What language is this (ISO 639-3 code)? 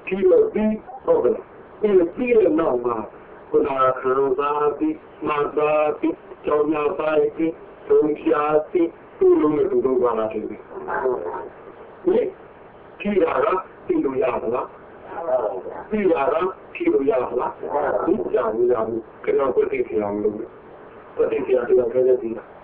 mya